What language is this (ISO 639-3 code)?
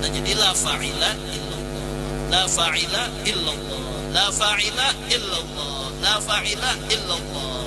bjn